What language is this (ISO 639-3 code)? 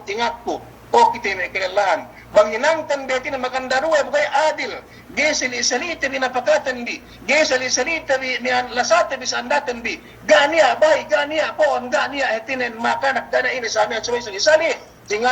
yka